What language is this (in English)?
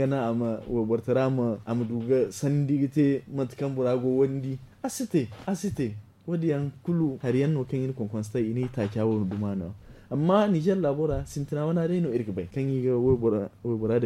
Zarma